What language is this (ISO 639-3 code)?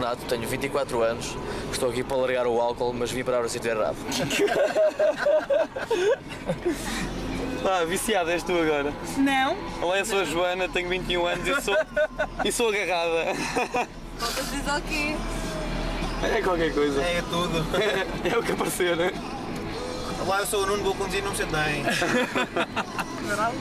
por